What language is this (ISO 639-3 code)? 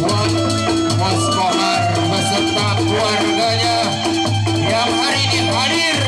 bew